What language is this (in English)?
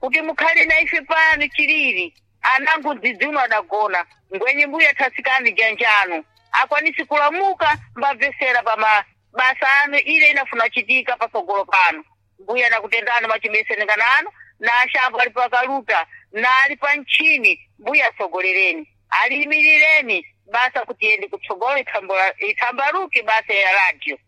Sena